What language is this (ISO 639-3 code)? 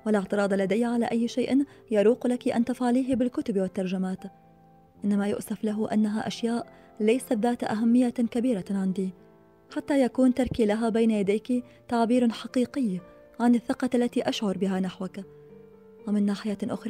ara